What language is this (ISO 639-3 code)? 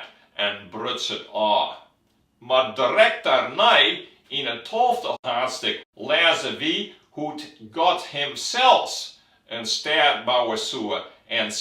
fry